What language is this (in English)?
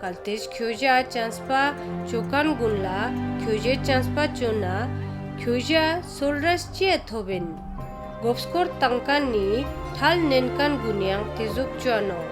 Ladakhi